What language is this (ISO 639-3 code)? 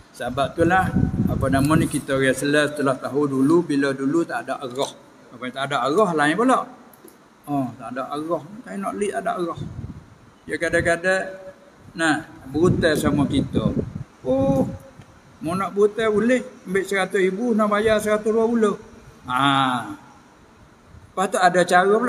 msa